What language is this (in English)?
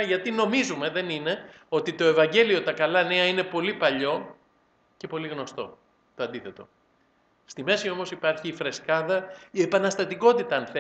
Greek